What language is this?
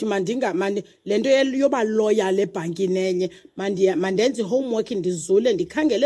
Xhosa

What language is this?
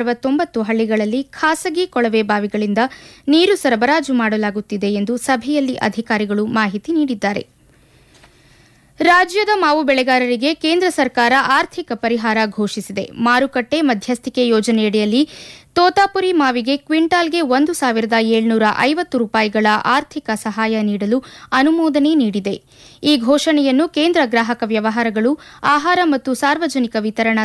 Kannada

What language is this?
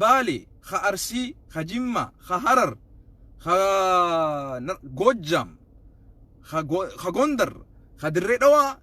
Oromo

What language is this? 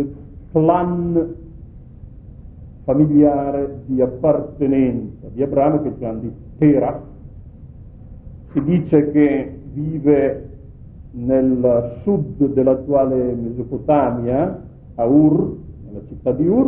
Italian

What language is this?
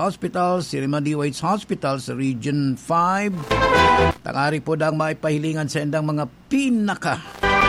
Bikol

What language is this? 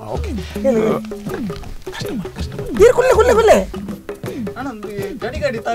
Tulu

